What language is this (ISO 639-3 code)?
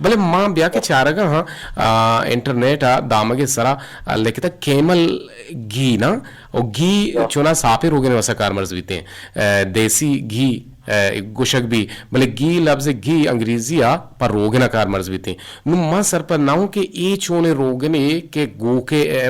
bgp